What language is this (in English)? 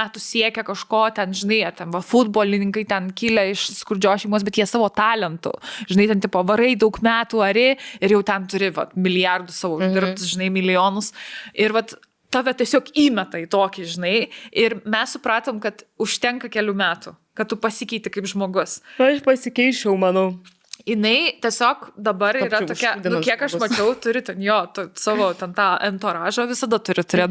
Lithuanian